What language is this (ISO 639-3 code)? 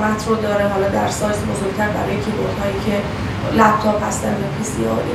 fas